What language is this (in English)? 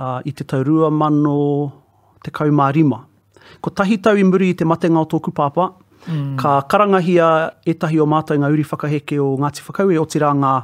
Māori